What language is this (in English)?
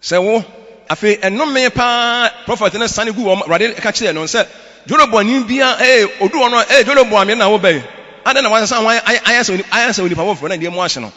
Akan